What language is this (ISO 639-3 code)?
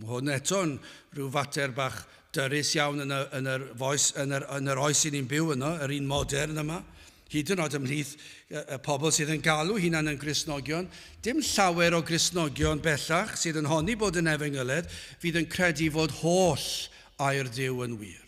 cym